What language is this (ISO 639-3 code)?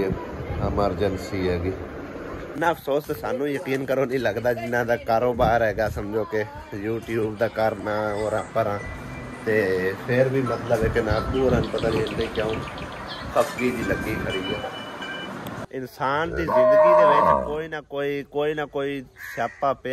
pan